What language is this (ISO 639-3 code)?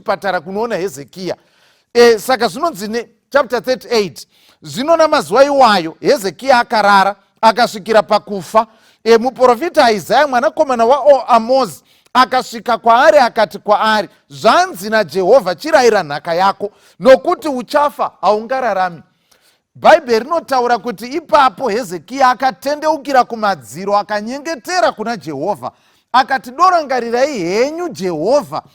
sna